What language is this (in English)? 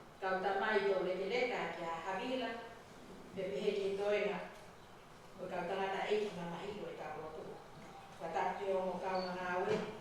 Tongan